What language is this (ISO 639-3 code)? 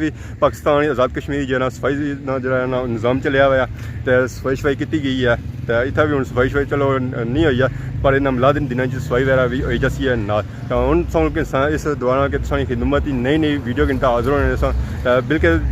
phr